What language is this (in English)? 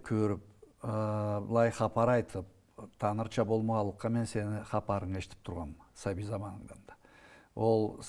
Karachay-Balkar